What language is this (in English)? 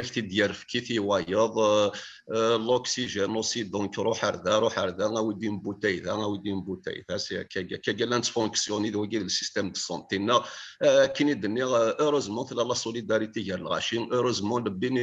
Kabyle